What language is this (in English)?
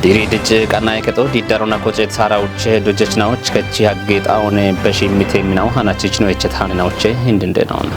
Kafa